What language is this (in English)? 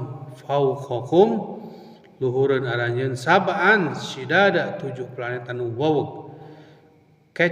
Sundanese